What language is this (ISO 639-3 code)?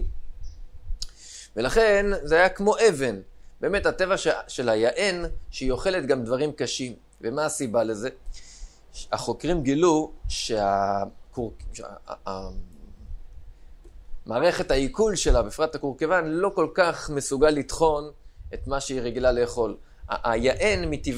heb